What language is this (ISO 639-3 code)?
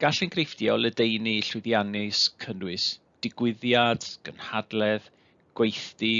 cym